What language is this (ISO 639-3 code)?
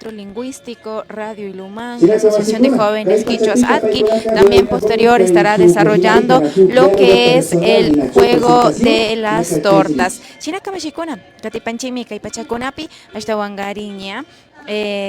qvi